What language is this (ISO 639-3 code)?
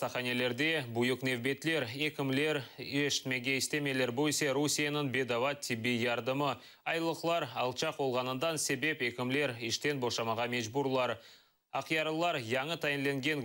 crh